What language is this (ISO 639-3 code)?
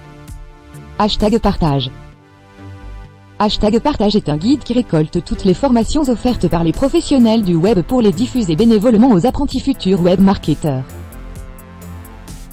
fra